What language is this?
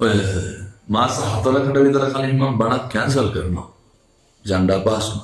Sinhala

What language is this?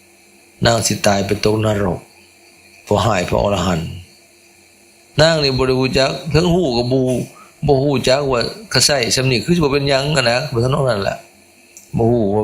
Lao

